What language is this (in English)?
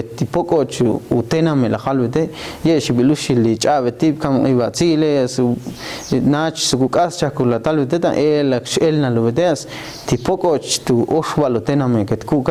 Ixil